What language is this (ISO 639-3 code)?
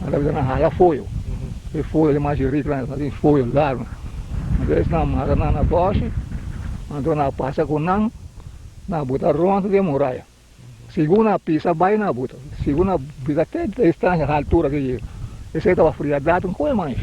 pap